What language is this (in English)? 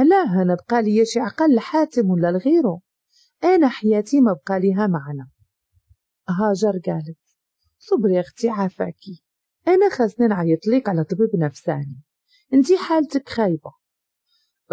Moroccan Arabic